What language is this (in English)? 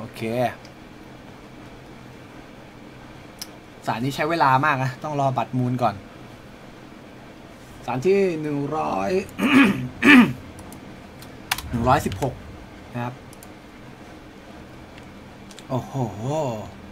Thai